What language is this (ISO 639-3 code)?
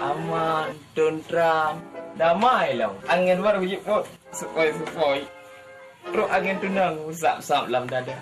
ace